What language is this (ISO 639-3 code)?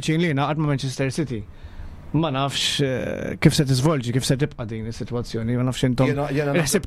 mlt